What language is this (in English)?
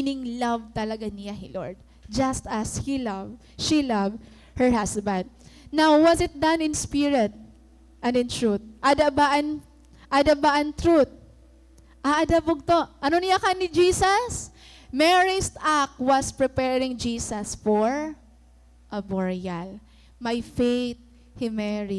Waray